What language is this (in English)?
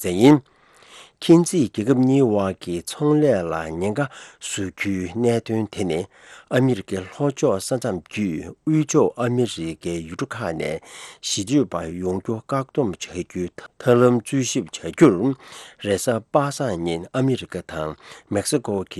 Tibetan